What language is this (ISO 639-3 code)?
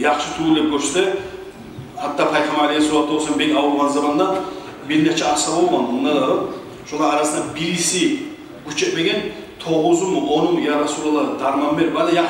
kum